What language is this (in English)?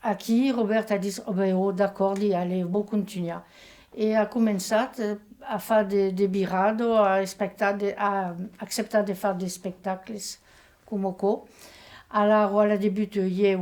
Occitan